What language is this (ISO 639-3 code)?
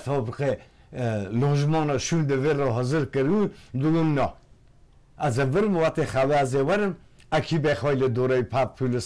fas